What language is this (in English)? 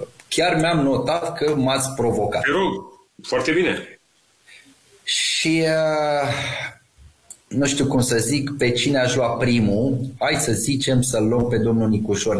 Romanian